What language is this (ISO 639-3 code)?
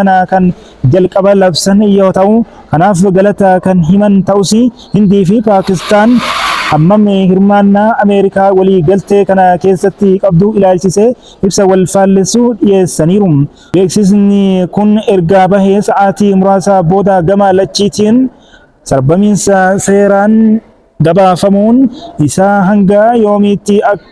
orm